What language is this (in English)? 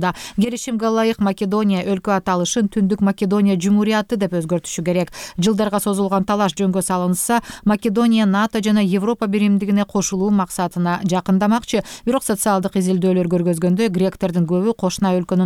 Kyrgyz